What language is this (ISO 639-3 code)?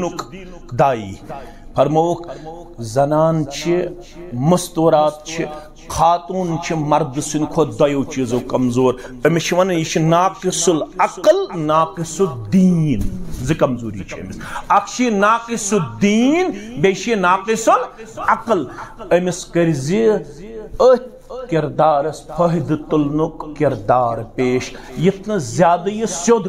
kas